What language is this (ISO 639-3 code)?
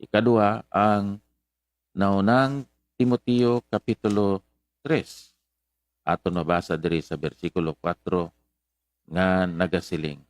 hil